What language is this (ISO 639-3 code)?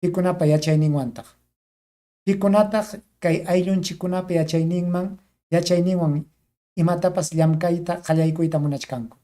quy